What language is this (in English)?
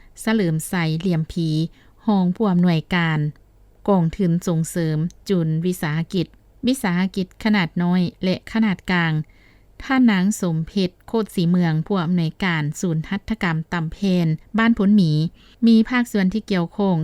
Lao